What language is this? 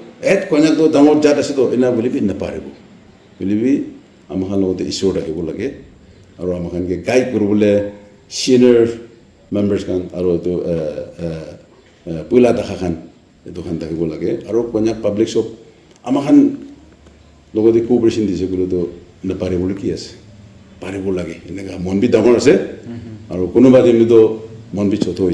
Naga Pidgin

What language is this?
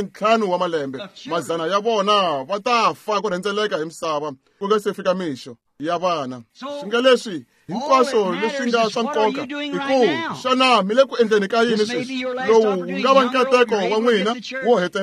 Tsonga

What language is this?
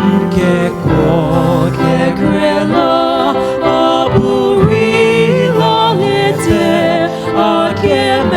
Poumei Naga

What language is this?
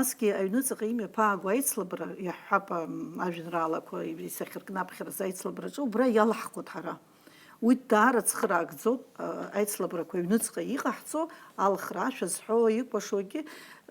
Abkhazian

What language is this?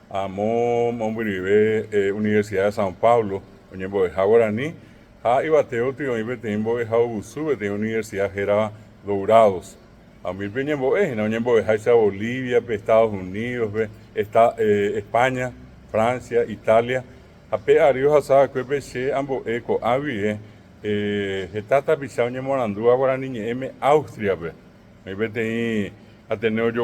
Guarani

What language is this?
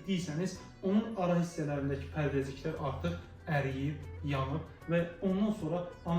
Azerbaijani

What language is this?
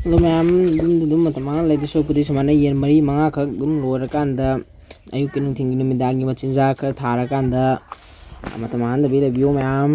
Manipuri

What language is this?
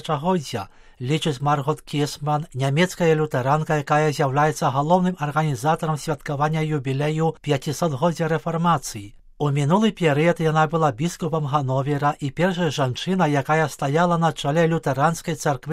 Belarusian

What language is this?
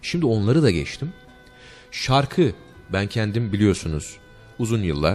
Turkish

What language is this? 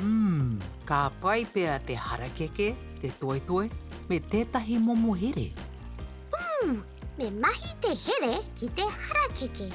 Māori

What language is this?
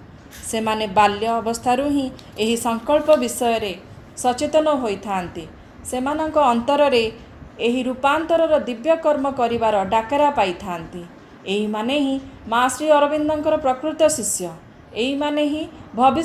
Odia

